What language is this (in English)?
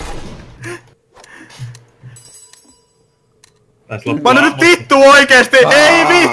Finnish